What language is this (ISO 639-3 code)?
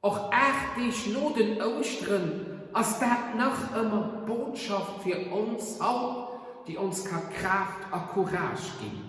ltz